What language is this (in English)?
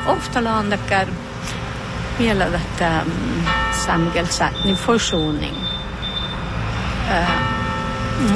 Northern Sami